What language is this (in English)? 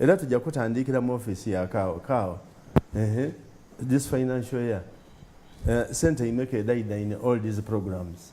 Soga